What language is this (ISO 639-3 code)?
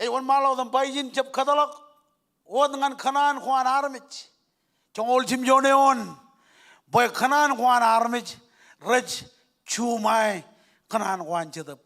mah